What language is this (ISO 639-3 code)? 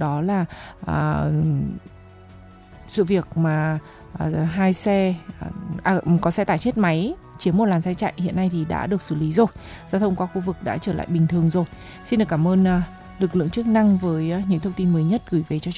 vie